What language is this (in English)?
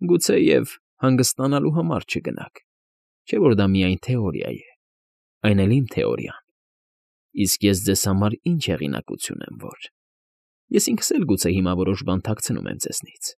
Armenian